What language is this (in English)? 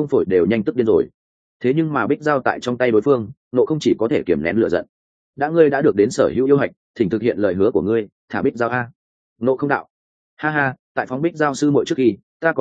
Vietnamese